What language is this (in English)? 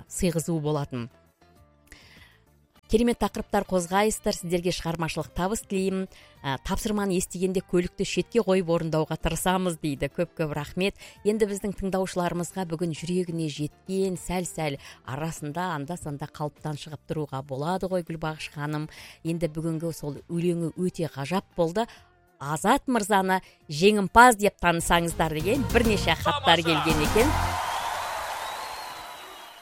Kazakh